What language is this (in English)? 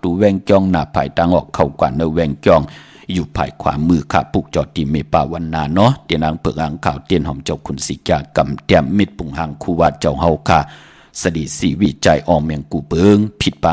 Shan